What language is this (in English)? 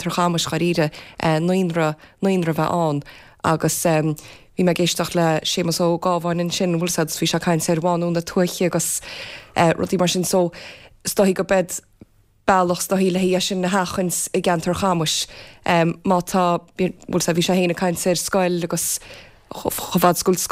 Irish